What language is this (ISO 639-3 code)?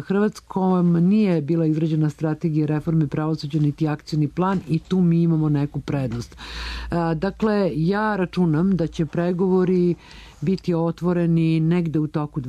srp